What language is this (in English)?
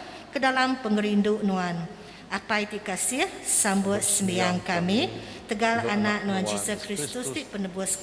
Iban